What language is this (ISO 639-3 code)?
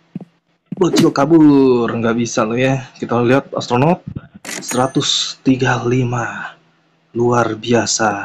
ind